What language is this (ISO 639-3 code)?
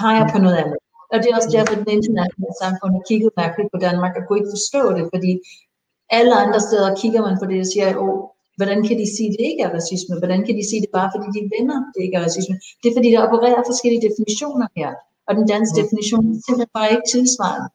dan